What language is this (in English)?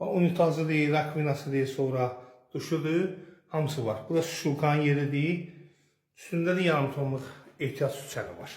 Azerbaijani